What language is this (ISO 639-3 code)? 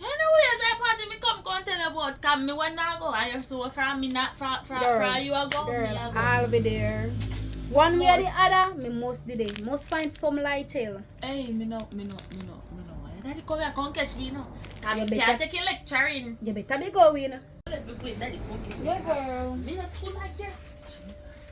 jam